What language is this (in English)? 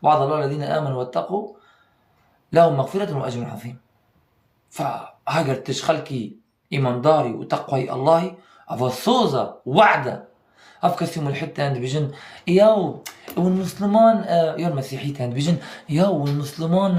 Kurdish